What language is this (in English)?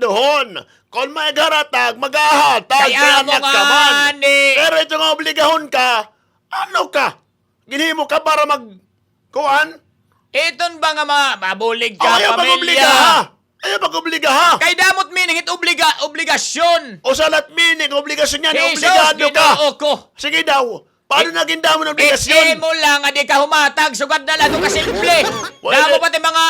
Waray